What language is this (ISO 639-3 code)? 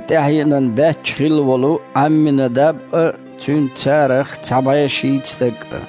che